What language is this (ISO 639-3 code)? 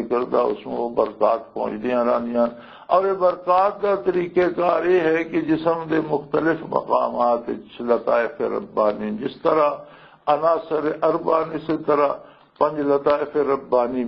lah